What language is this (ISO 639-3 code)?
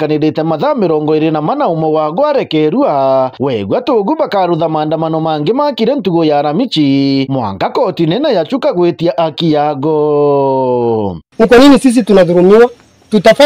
mer